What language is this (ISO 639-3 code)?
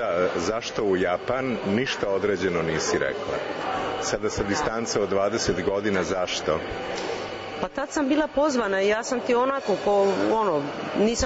srp